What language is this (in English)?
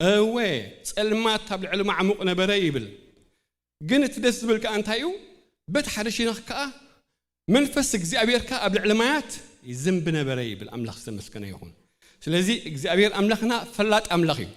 Tigrinya